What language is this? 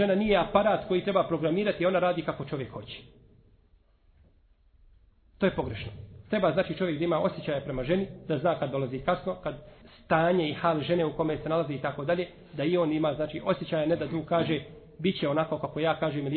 Bosnian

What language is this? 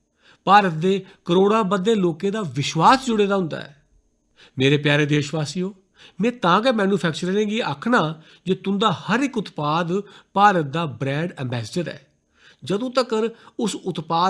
Dogri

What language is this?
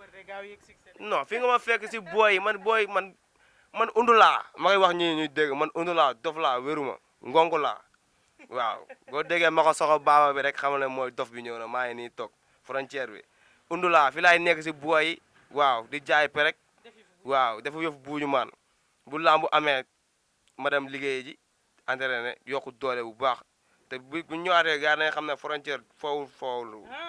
Wolof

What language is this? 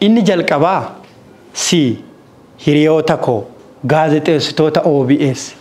Oromo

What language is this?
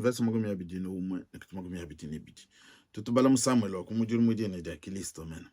Luba-Lulua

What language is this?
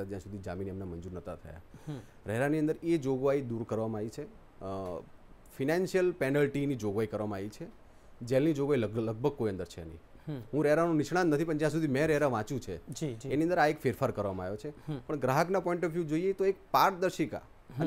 Gujarati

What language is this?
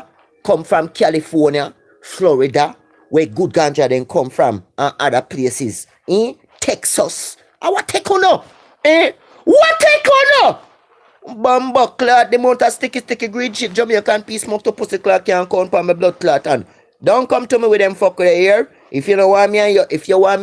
Jamaican Creole English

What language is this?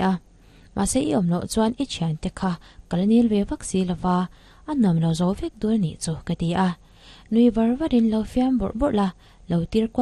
Mizo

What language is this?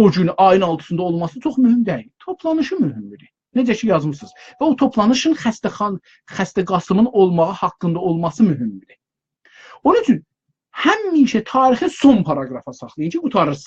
South Azerbaijani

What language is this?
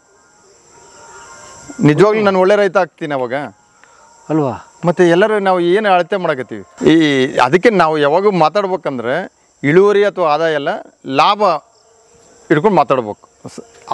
Kannada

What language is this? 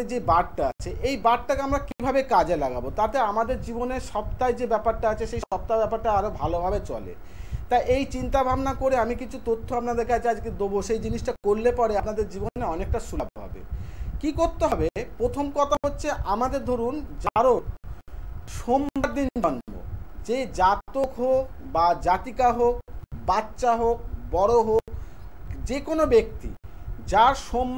Bangla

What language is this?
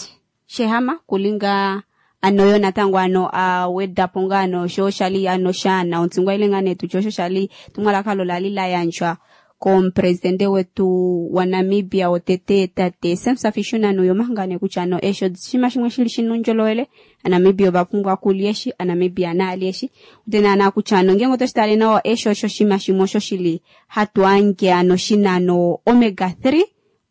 Kuanyama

